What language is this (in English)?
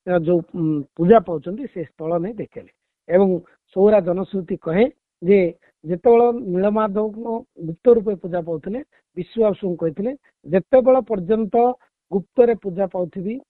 Odia